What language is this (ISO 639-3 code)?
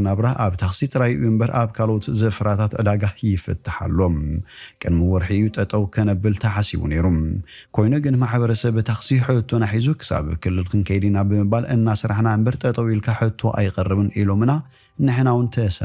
tir